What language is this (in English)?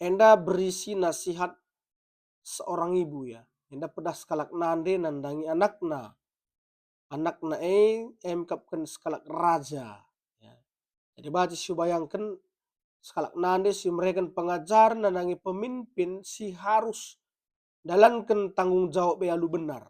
Batak Karo